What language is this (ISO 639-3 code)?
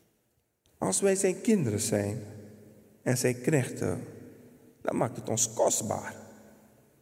nld